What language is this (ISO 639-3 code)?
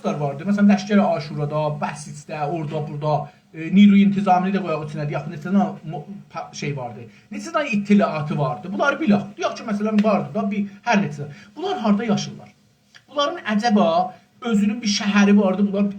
azb